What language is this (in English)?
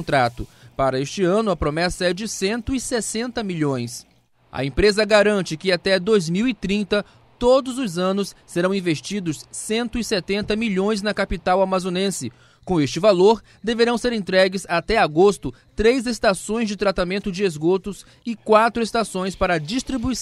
Portuguese